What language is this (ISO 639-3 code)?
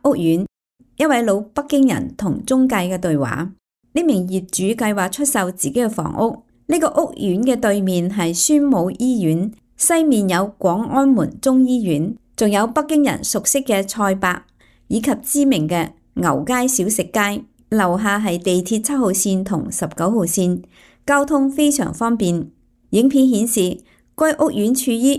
yue